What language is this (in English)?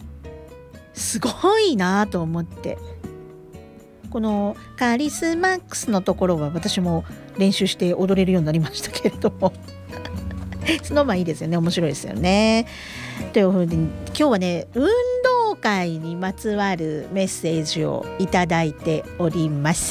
Japanese